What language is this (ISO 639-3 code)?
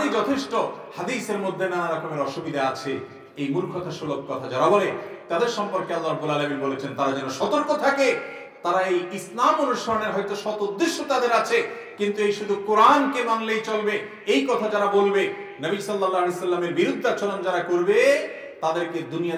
ben